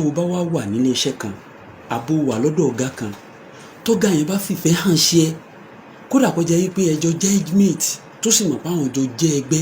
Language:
Yoruba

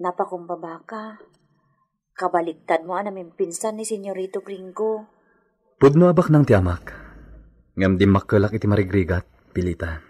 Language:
Iloko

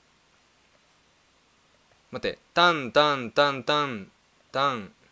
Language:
Japanese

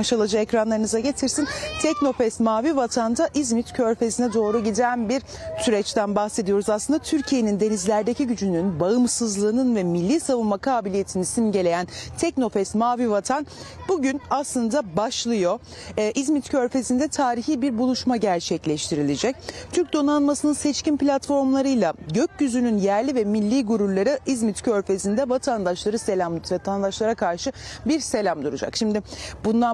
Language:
Turkish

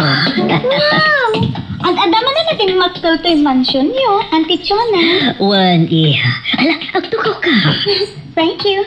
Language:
Iloko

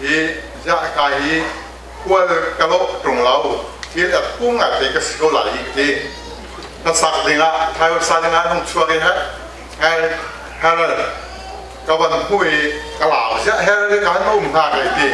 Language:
Hakha Chin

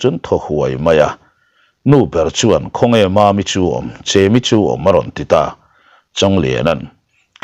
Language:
Mizo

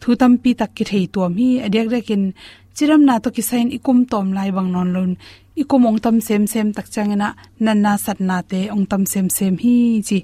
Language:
Tedim Chin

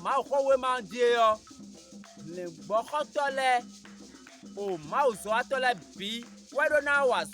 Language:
Fon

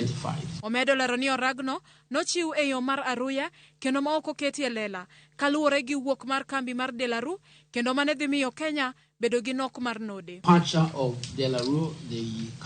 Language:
Luo (Kenya and Tanzania)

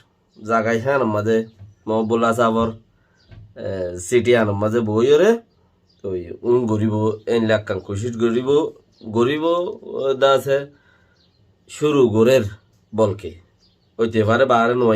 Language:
Rohingya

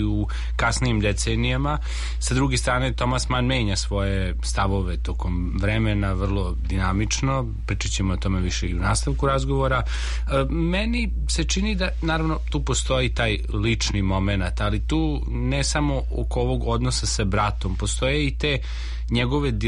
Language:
Serbian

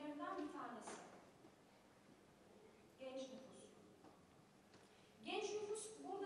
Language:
Turkish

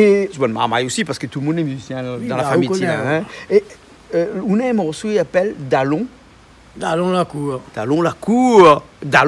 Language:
Réunion Creole French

